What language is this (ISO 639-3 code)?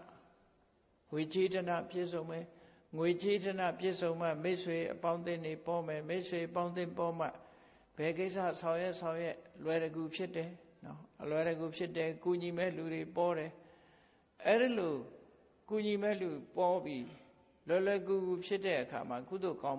mya